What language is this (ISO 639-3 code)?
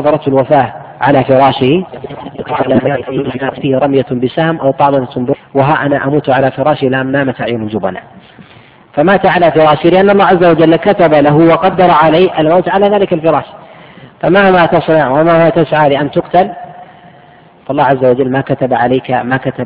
ara